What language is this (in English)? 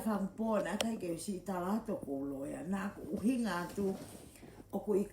Tongan